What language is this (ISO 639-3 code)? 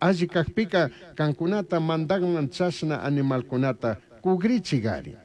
qug